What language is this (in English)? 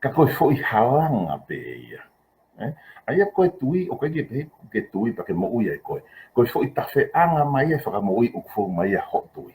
Tongan